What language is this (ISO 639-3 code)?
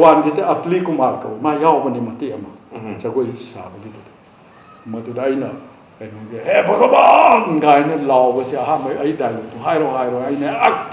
mni